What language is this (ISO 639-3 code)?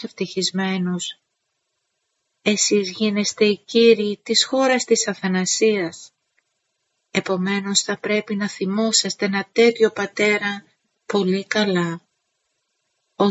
ell